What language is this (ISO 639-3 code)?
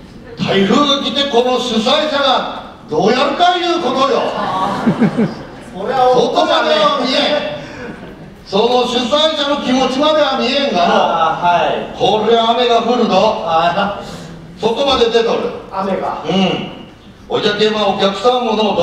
jpn